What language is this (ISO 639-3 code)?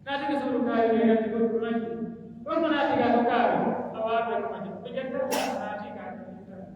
fuf